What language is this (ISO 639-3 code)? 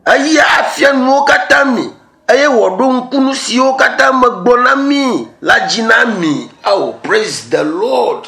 ewe